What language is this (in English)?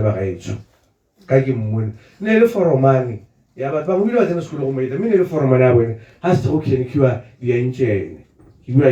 Tswana